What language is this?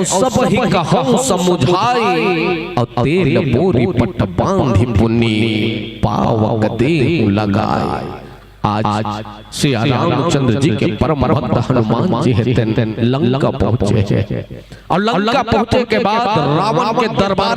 Chhattisgarhi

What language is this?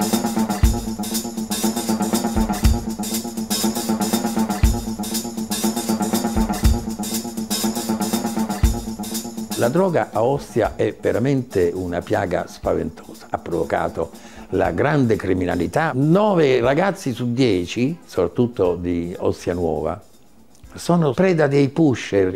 Italian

